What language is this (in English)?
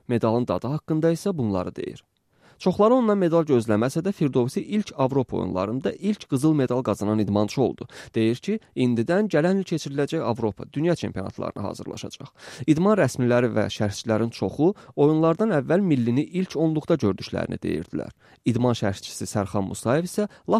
Azerbaijani